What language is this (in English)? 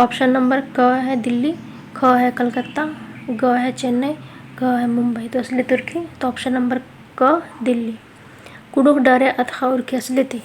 Kurukh